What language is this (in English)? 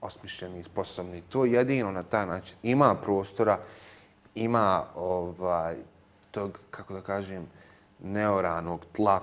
Bosnian